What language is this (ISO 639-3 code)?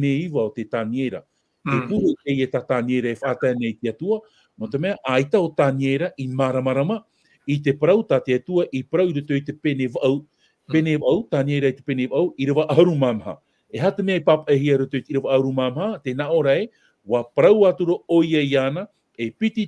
tah